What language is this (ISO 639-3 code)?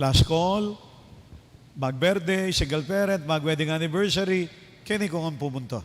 pam